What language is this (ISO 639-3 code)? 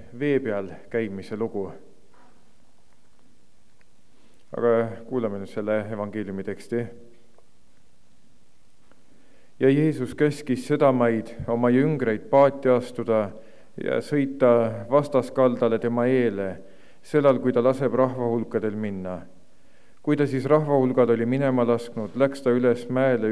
est